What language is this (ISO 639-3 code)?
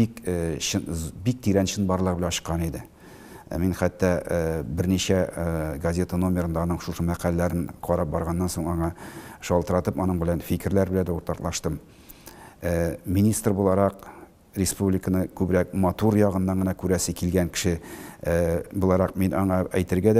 tat